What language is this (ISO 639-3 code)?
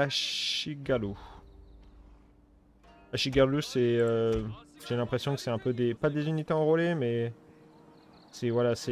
fra